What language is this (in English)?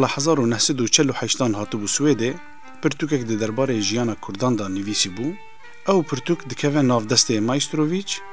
Kurdish